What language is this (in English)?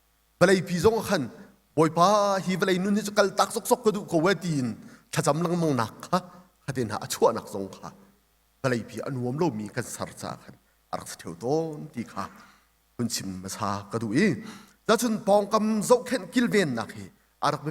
Hakha Chin